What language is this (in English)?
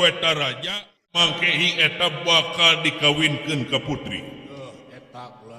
Sundanese